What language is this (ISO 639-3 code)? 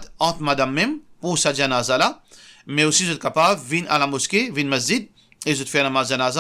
mfe